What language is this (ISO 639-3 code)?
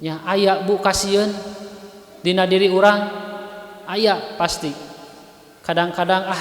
sun